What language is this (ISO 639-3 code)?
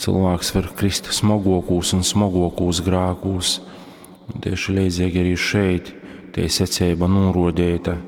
ltg